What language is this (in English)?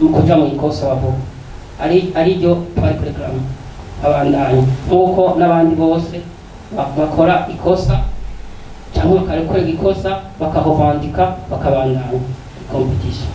Rundi